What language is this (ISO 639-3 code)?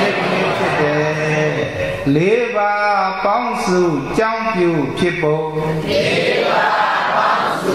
mya